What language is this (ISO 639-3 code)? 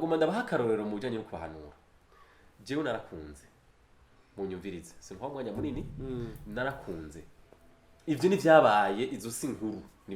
run